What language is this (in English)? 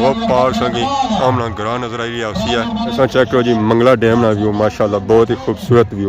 Pahari-Potwari